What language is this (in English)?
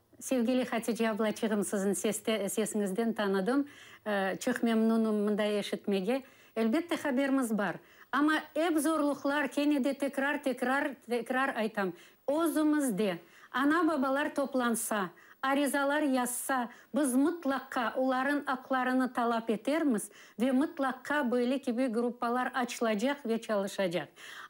Crimean Tatar